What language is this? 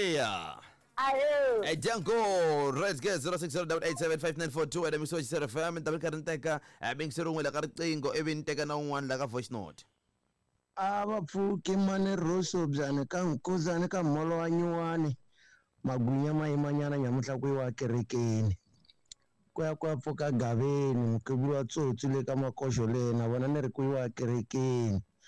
Tsonga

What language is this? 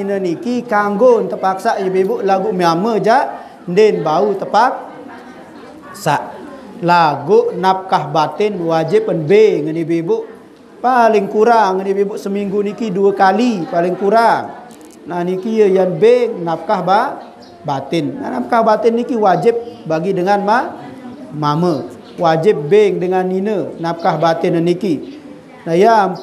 Sasak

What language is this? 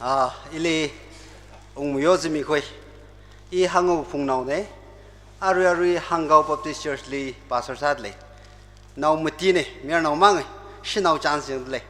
Tangkhul Naga (India)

